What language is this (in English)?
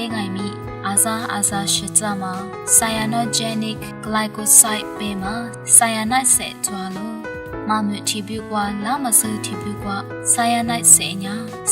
Lisu